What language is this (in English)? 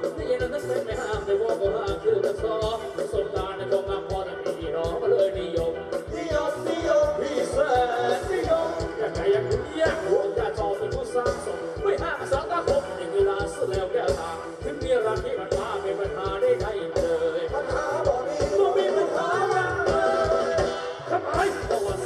Thai